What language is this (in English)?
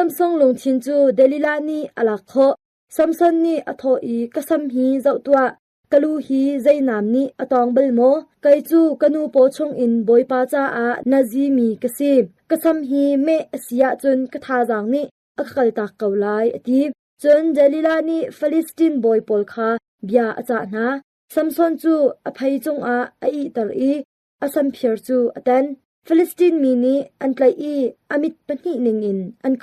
Hakha Chin